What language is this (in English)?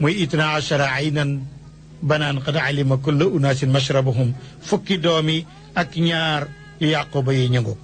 Wolof